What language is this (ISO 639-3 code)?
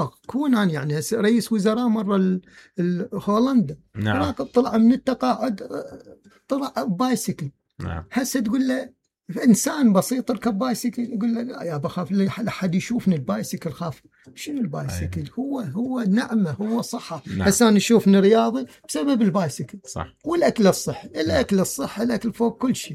acm